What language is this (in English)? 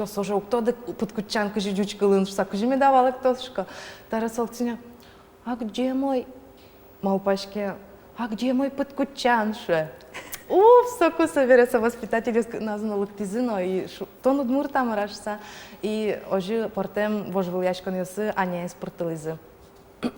Udmurt